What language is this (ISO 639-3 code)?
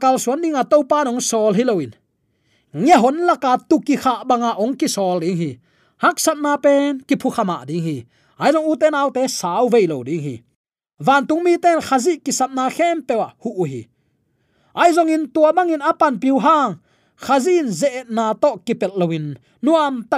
ctd